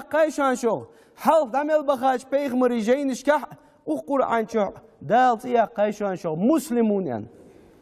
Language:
Ingush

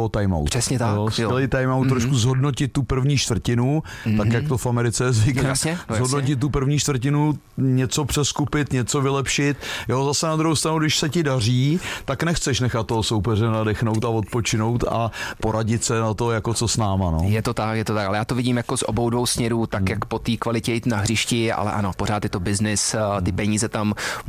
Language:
Czech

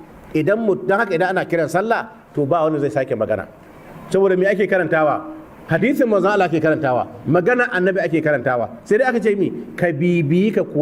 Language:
Hausa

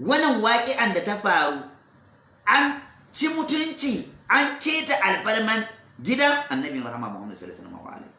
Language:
Hausa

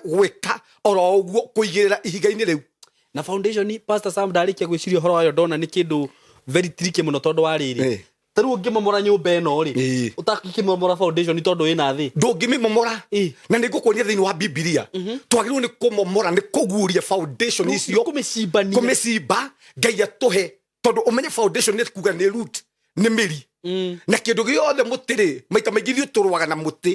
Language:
Kikuyu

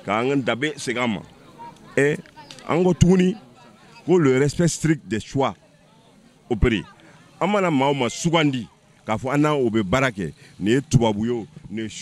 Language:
Bambara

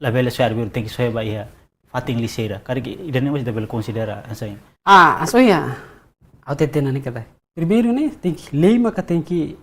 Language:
Tetum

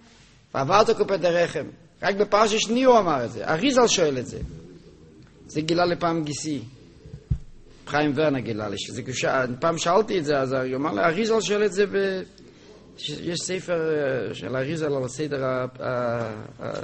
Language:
Hebrew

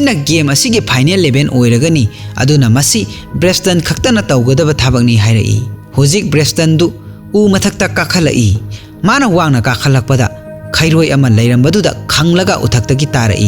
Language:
Manipuri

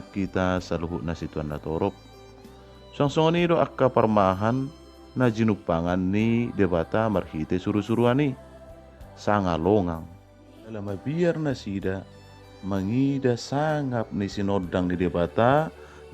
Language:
Batak Toba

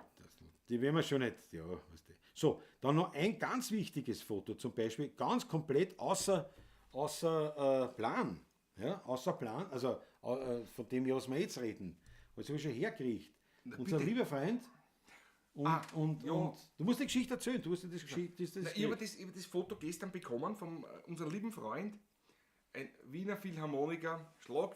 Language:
Bavarian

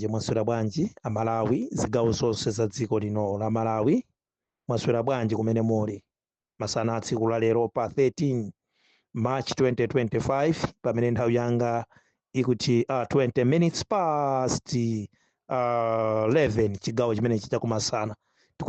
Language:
Nyanja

